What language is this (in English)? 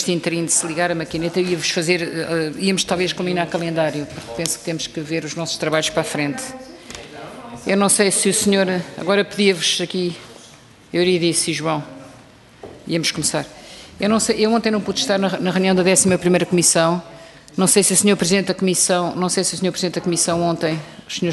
Portuguese